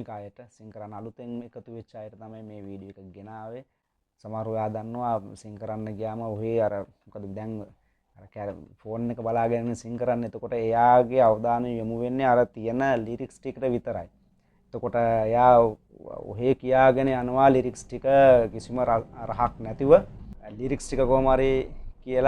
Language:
Sinhala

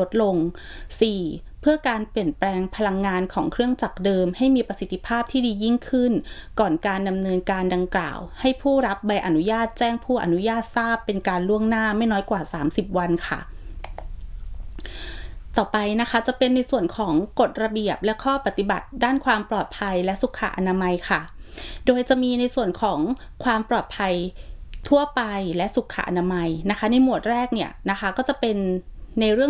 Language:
Thai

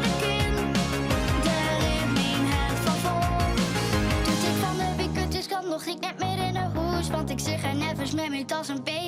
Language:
Western Frisian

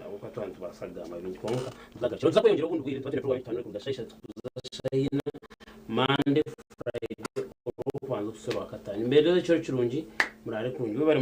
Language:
Nyankole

